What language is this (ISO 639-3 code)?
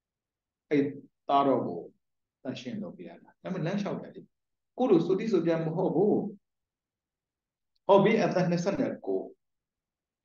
mya